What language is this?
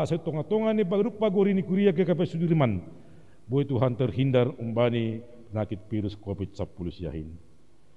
Batak Simalungun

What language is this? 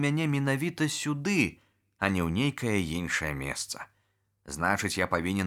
Belarusian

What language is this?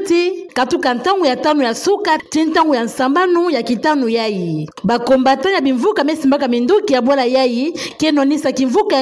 Kituba (Democratic Republic of Congo)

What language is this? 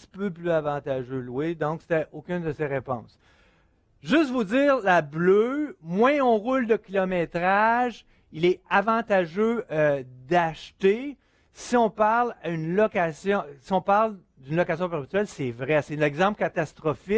French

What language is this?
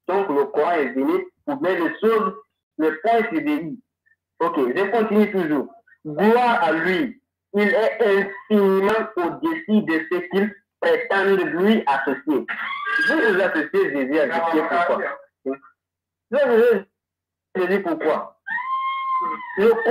French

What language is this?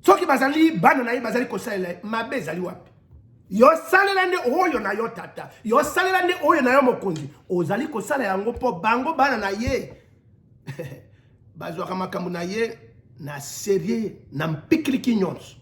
Lingala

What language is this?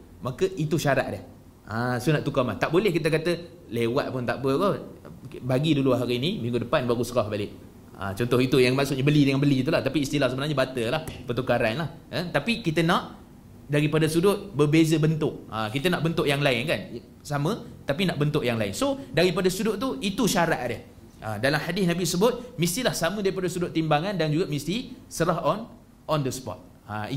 Malay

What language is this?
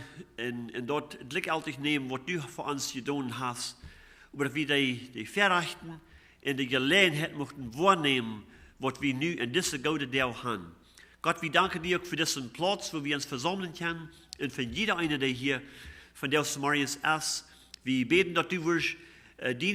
Plautdietsch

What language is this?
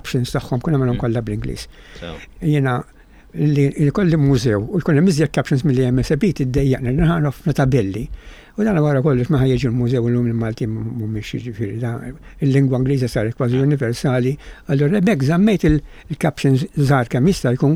Maltese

